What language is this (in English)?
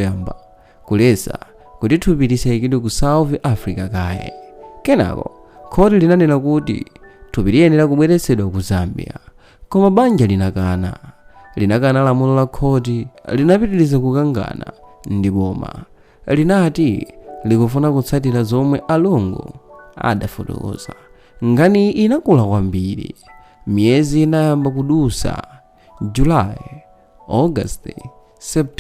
Nyanja